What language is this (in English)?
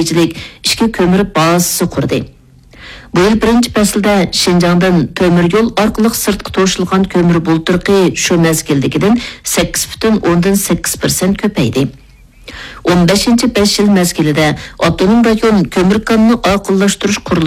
Uyghur